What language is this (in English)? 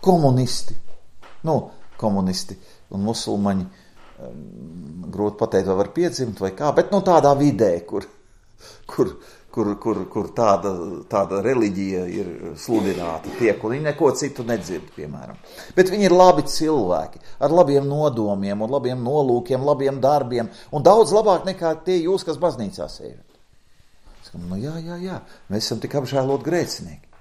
Latvian